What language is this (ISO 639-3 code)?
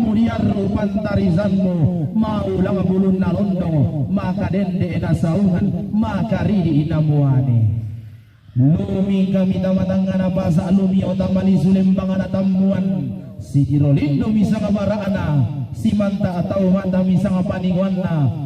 sda